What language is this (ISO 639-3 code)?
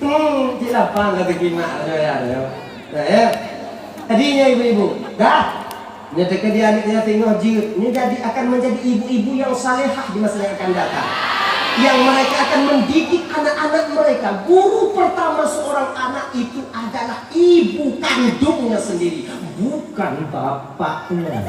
ace